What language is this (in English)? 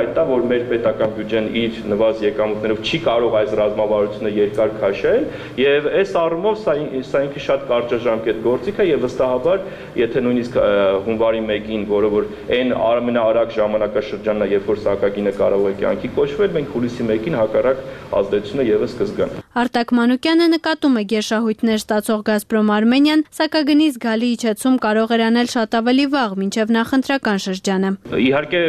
Armenian